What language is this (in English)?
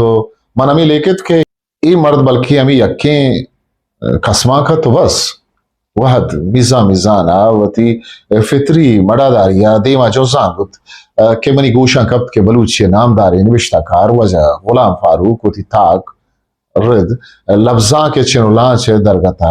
Eastern Balochi